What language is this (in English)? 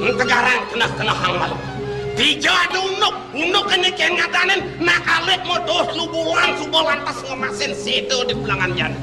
Balinese